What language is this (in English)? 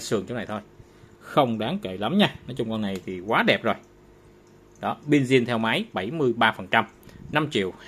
Vietnamese